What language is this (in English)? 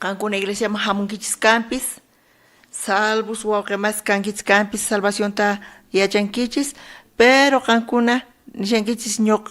South Bolivian Quechua